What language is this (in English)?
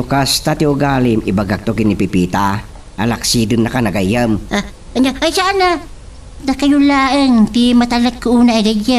Iloko